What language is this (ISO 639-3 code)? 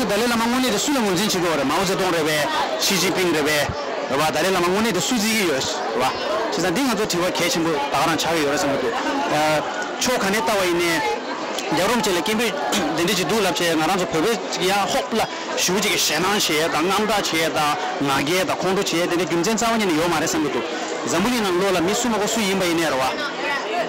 bod